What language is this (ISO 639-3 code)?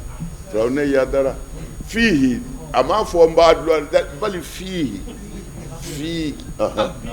bam